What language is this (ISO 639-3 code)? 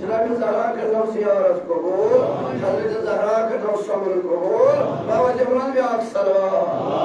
kas